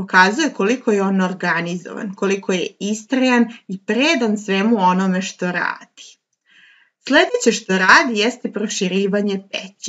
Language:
Serbian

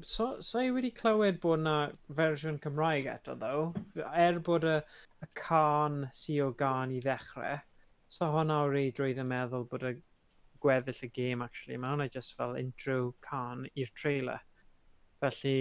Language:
Welsh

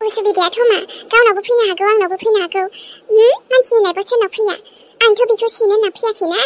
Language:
Bodo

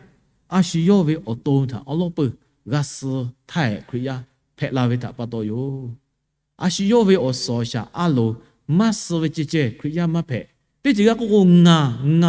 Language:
Lahu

